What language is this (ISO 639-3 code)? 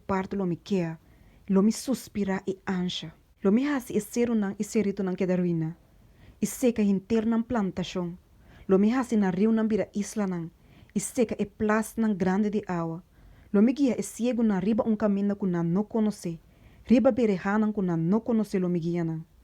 pap